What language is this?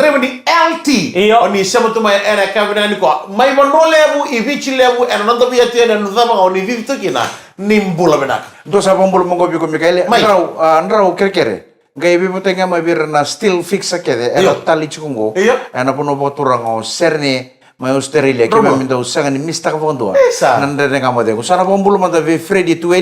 Fijian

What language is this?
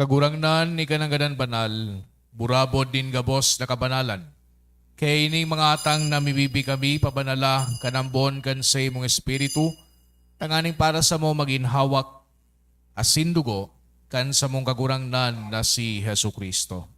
Bikol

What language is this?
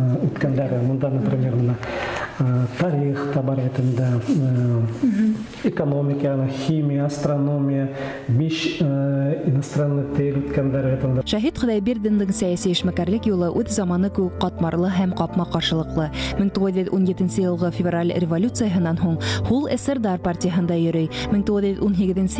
Bashkir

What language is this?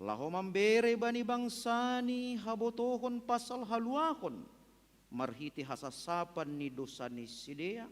Batak Simalungun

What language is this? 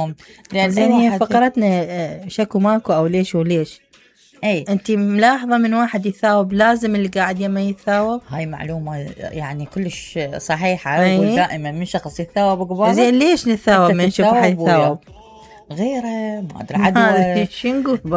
Mesopotamian Arabic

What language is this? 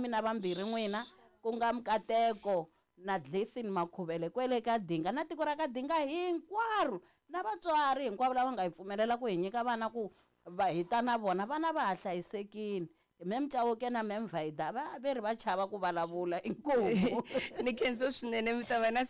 Tsonga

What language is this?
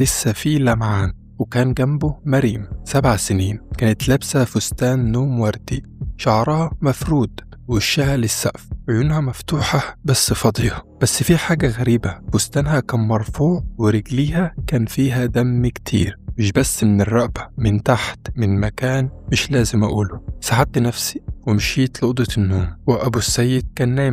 Egyptian Arabic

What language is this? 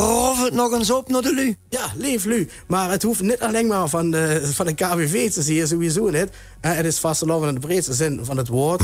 Limburgish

